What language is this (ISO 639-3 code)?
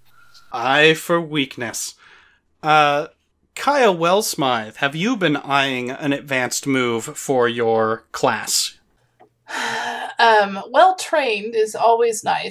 eng